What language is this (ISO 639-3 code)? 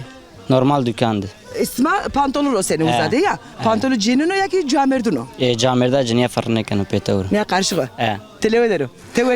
zza